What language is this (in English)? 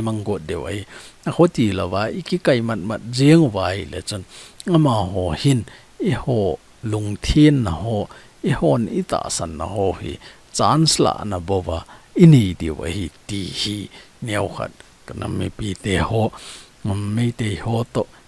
Thado Chin